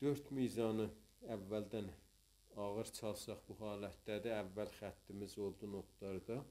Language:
South Azerbaijani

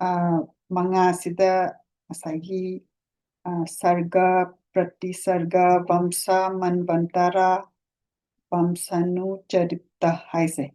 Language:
Manipuri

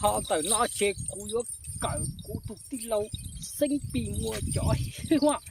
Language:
Hmong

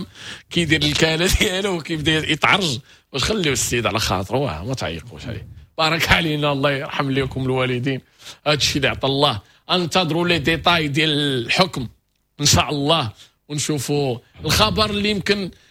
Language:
Moroccan Arabic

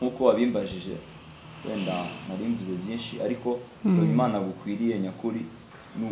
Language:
Kinyarwanda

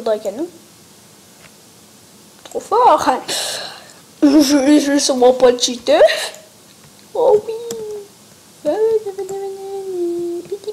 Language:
French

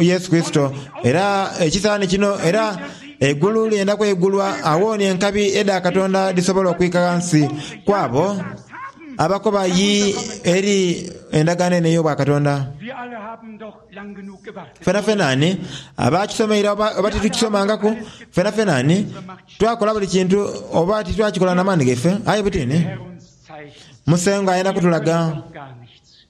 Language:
Soga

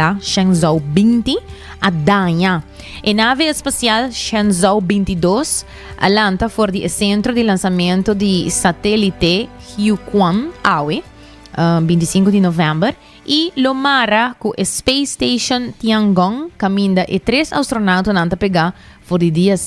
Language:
Papiamento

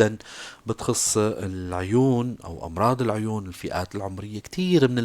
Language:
North Levantine Arabic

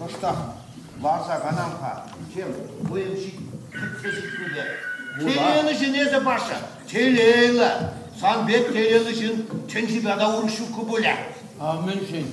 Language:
Chuvash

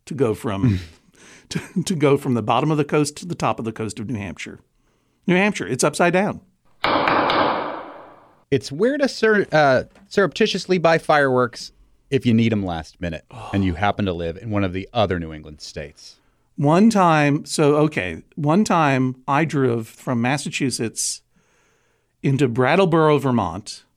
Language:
English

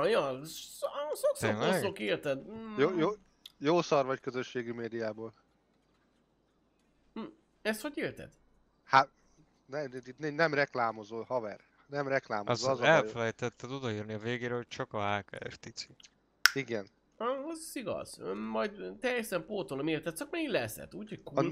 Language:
Hungarian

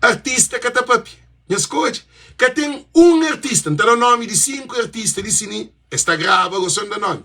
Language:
Kabuverdianu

